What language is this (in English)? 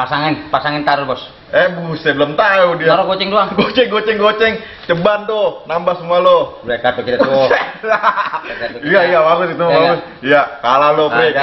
Betawi